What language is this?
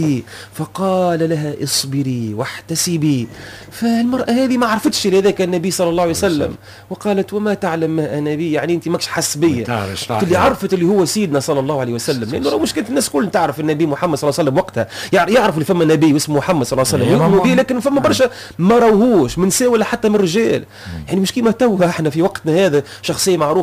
Tunisian Arabic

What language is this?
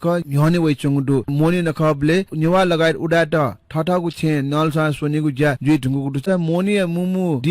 Newari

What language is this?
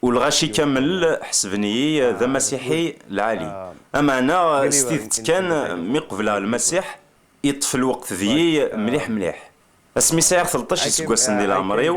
Kabyle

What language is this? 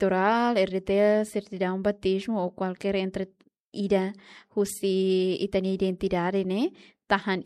Tetum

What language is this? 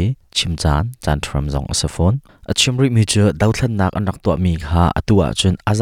Hakha Chin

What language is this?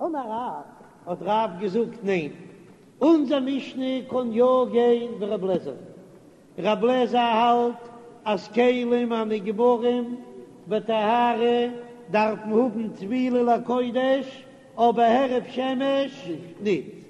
Yiddish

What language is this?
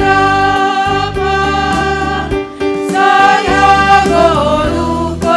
Batak Simalungun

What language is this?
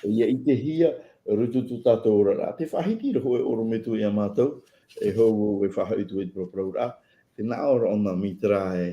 Tahitian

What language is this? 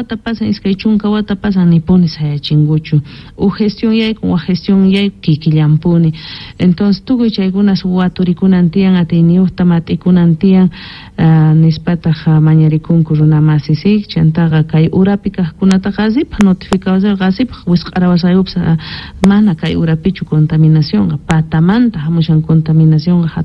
South Bolivian Quechua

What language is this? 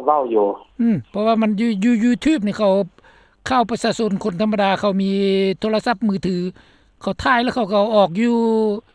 Lao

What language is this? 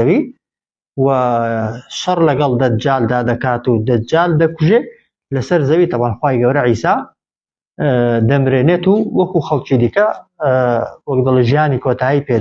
Central Kurdish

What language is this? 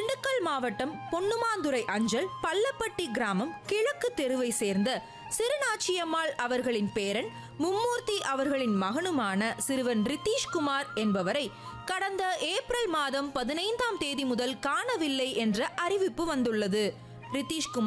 Tamil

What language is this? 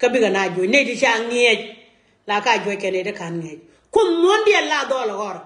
Nuer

